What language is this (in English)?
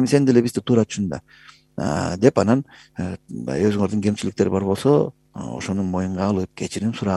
Kyrgyz